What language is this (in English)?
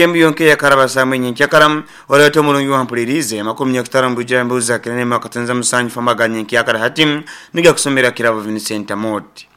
Nyoro